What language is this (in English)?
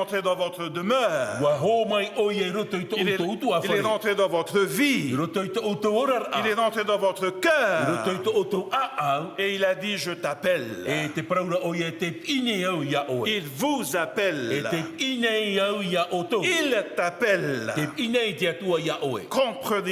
Tahitian